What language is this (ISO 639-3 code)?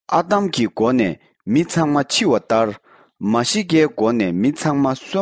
bod